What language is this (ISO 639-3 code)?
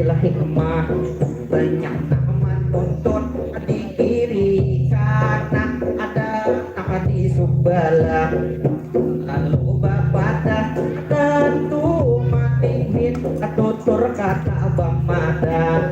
bjn